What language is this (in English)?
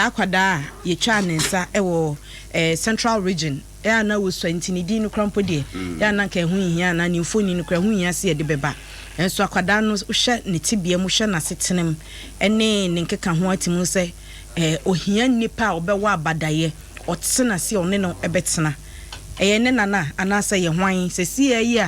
Akan